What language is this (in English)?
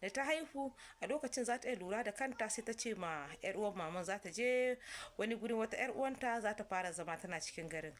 Hausa